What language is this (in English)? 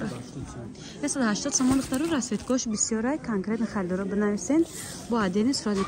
Tajik